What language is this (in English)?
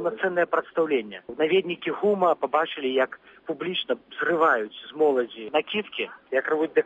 Belarusian